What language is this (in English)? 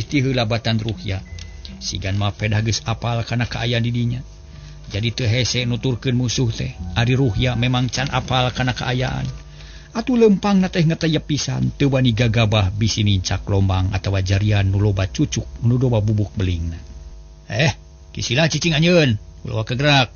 Sundanese